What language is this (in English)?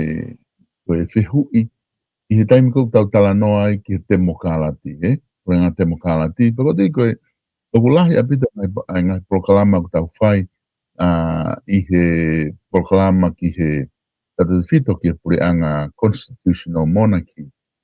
Tongan